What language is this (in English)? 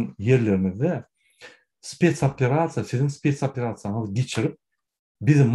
Turkmen